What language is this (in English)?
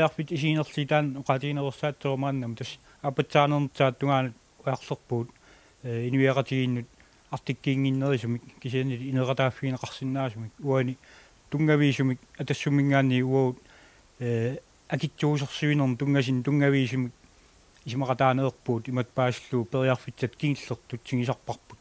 Kalaallisut